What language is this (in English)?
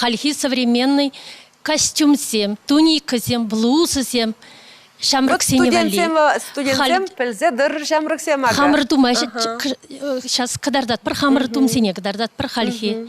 Chuvash